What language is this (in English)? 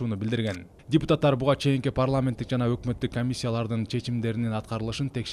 Kyrgyz